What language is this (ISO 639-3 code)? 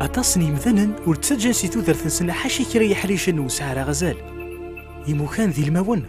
kab